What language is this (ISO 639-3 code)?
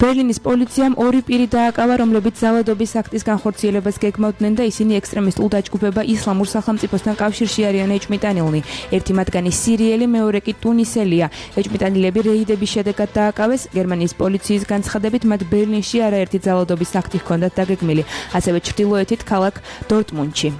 kat